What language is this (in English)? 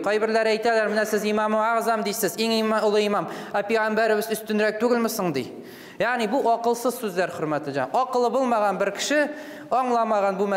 Tatar